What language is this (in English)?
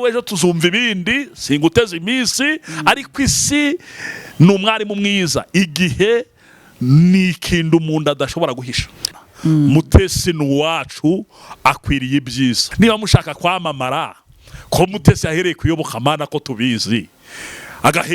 Kinyarwanda